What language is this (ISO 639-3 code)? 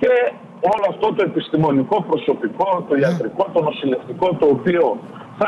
ell